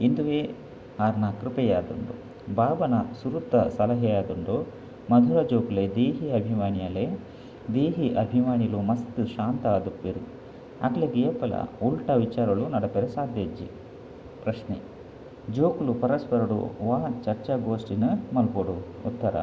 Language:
Tulu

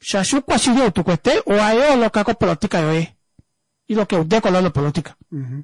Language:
Kuanyama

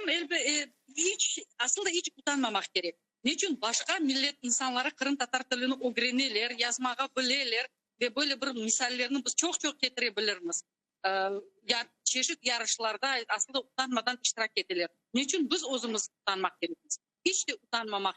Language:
Crimean Tatar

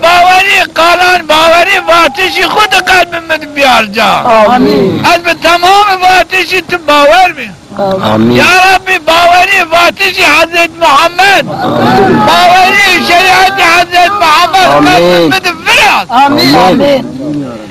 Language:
Zaza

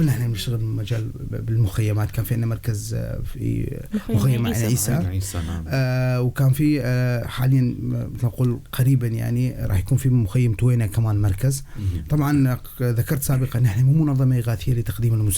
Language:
North Levantine Arabic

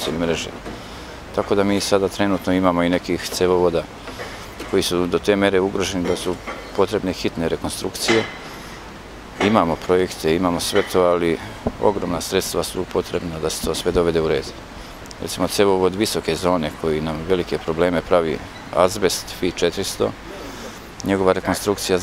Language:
Serbian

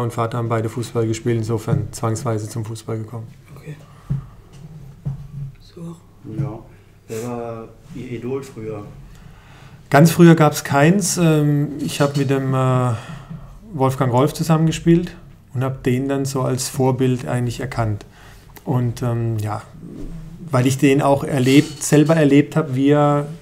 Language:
German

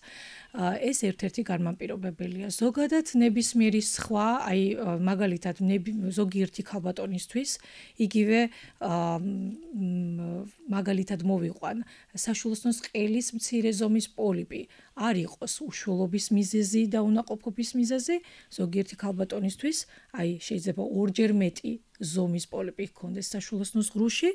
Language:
Georgian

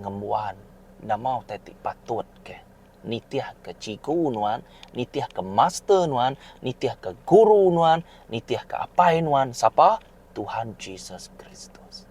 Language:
Iban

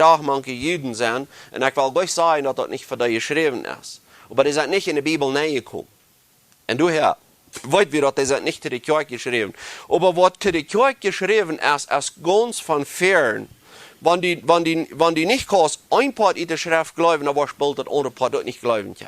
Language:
Plautdietsch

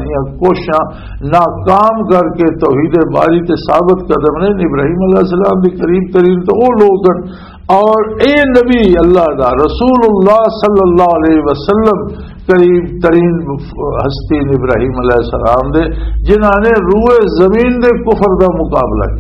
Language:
Western Panjabi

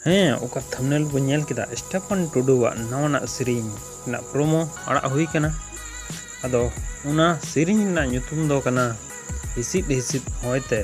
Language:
Santali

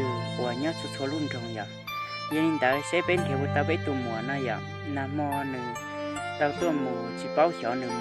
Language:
Hmong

